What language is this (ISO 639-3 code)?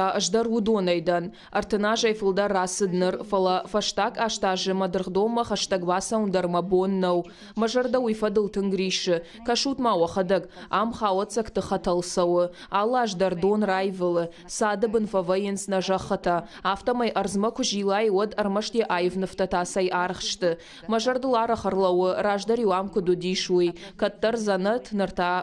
oss